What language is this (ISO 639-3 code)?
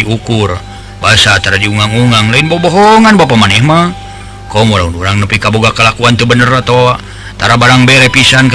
sun